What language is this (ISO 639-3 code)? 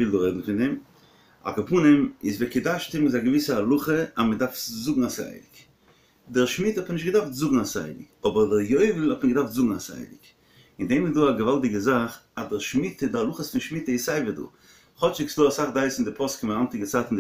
yid